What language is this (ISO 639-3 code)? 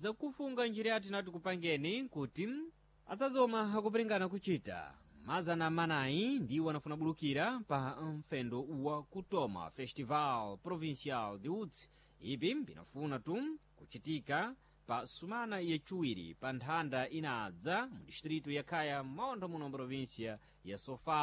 seh